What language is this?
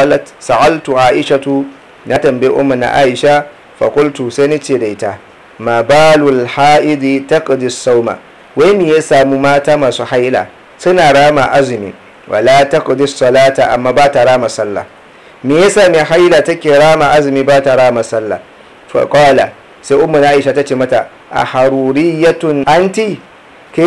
Hausa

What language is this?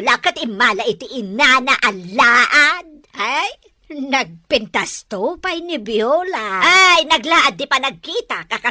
Iloko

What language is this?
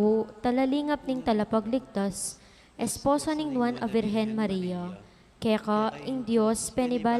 Pampanga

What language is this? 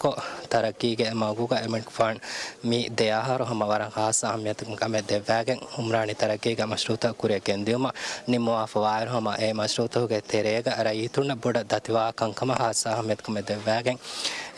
Divehi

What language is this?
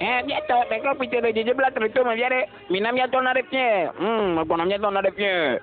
Ewe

